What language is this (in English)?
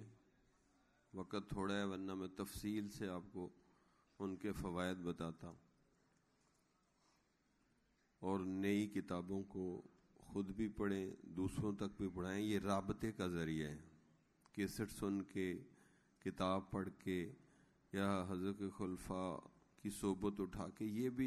Urdu